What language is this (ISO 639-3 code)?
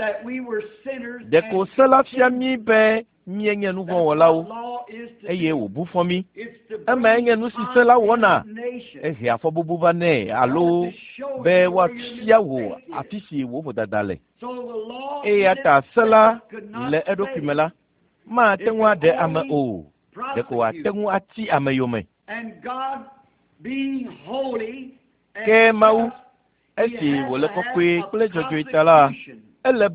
ewe